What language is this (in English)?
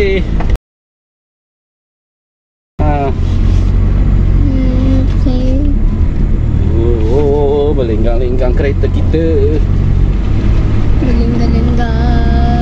Malay